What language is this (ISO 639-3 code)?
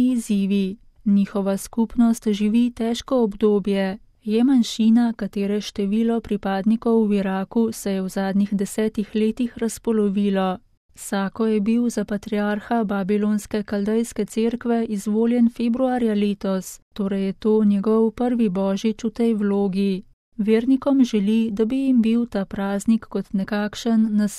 slv